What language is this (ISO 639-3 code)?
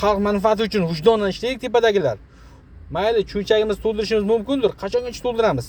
uzb